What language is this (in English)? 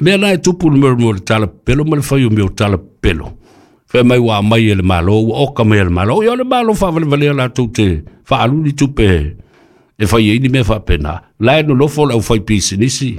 Samoan